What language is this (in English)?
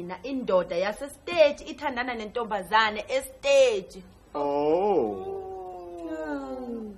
Zulu